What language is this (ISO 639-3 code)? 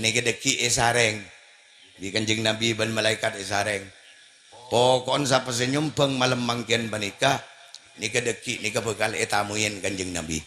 mad